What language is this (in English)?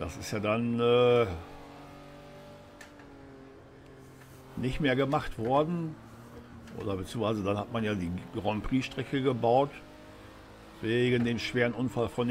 German